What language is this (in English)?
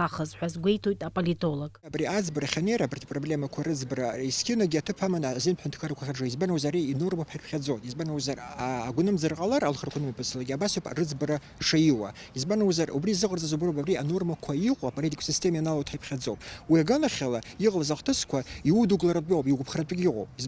Abkhazian